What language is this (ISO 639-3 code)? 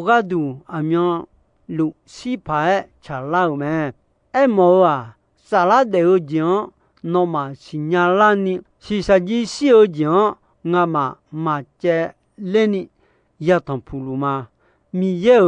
ahk